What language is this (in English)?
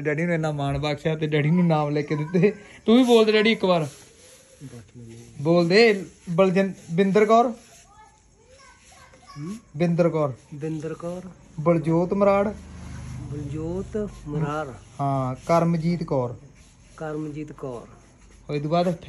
Punjabi